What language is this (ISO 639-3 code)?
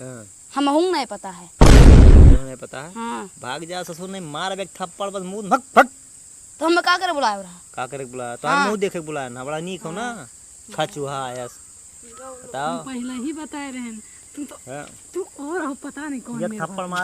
awa